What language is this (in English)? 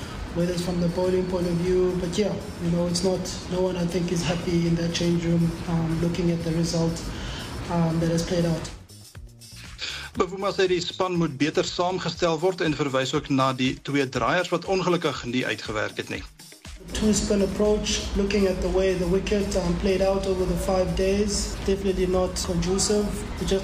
Afrikaans